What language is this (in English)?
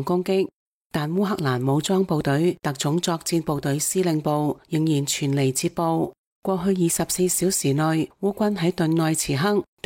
Cantonese